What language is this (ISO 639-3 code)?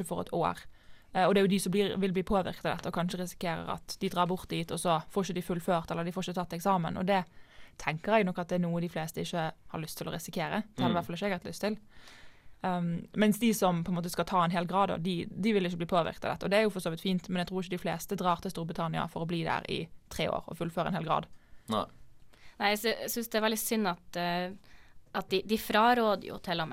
nor